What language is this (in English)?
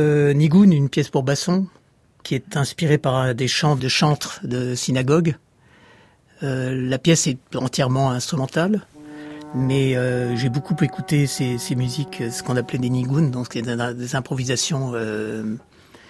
French